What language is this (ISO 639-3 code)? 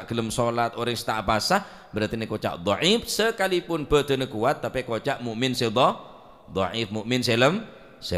mad